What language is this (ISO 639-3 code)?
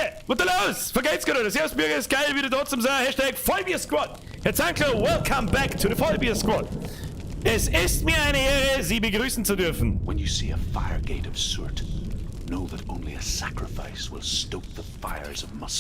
bar